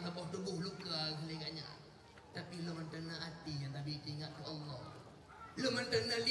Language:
Achinese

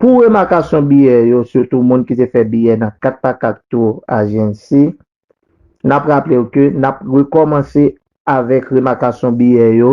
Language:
Haitian Creole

